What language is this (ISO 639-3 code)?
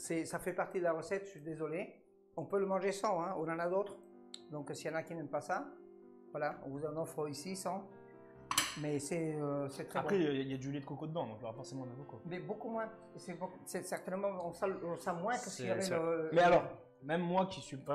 fra